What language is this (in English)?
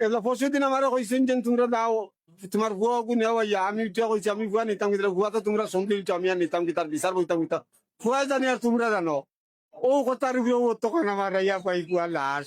Sylheti